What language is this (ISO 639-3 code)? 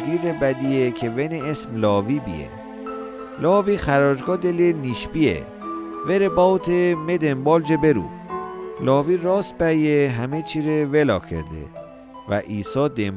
mzn